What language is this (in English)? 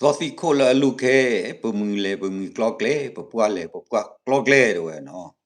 S'gaw Karen